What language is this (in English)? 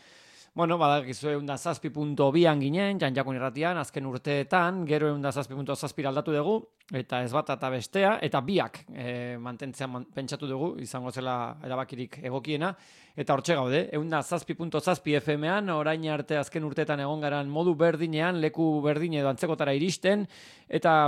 Basque